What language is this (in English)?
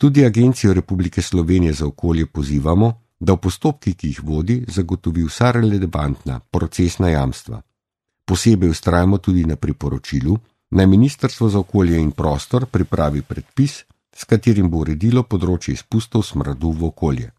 Slovenian